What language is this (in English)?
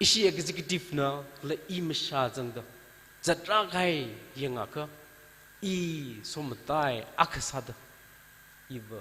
Tangkhul Naga (India)